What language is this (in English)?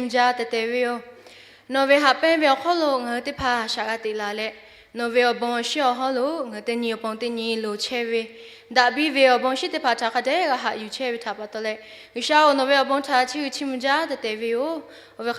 Lahu